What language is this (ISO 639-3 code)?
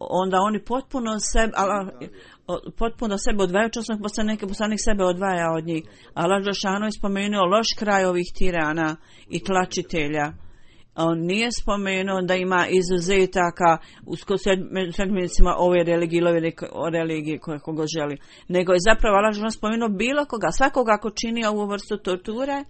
bos